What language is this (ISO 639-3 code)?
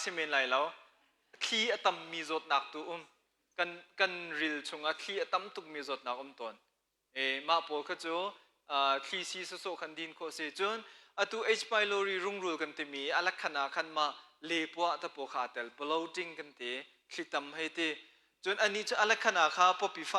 cnh